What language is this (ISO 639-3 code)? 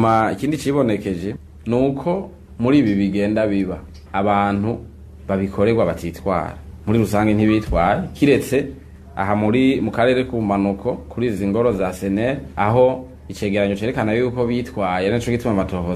run